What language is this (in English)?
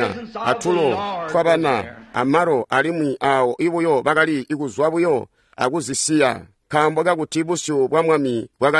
Tonga (Zambia)